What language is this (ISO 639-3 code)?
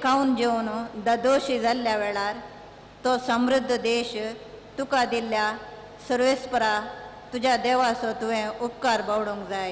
kok